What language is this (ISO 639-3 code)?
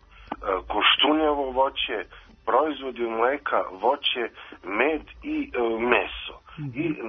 srp